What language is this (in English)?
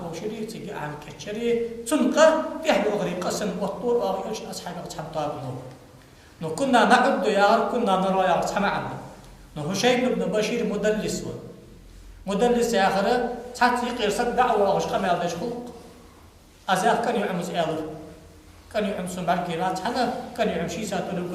Ingush